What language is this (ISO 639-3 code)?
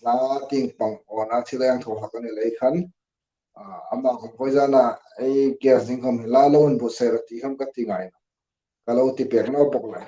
hmr